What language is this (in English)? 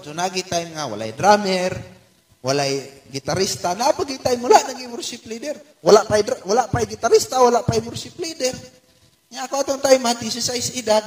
Cebuano